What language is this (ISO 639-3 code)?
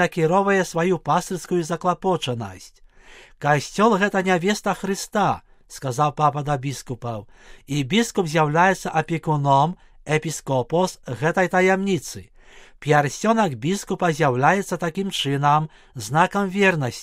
bel